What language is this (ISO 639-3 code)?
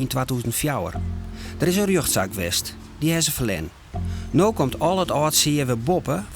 fry